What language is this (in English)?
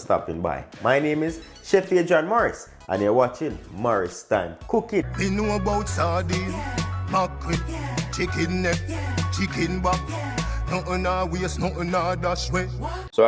Jamaican Creole English